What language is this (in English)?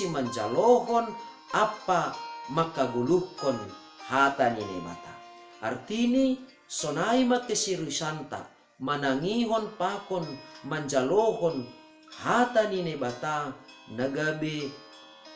Batak Simalungun